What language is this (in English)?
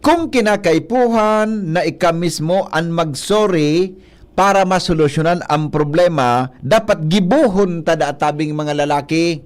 Bikol